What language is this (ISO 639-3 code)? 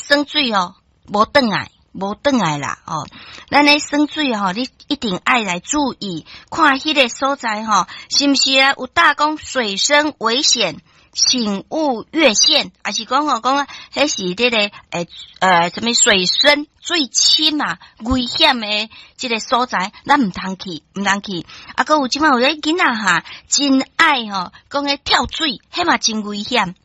nan